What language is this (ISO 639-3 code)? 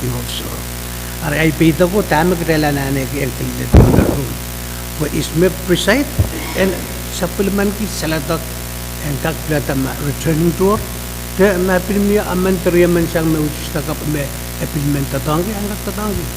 pon